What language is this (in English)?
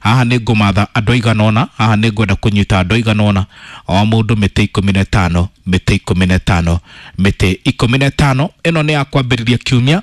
Kikuyu